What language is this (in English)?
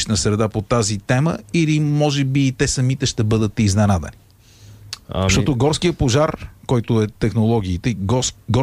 Bulgarian